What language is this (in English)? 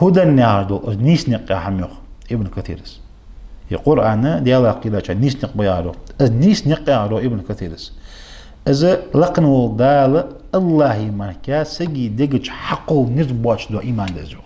Ingush